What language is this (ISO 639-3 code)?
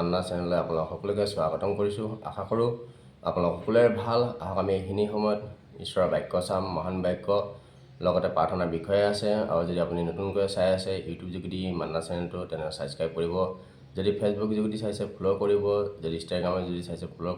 asm